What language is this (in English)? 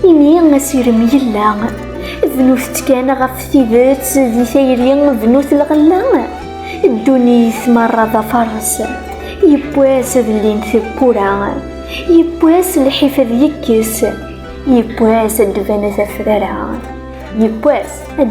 Kabyle